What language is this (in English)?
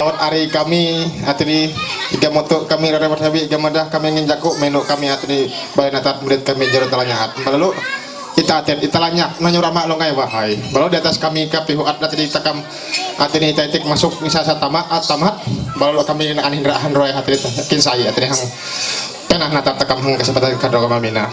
Ma'anyan